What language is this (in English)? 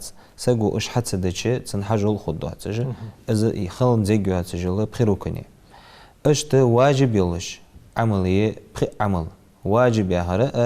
Ingush